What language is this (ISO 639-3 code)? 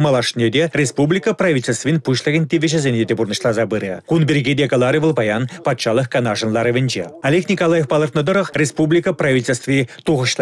chv